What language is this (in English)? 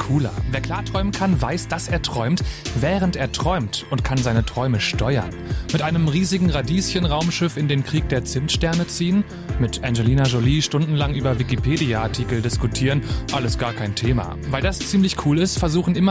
German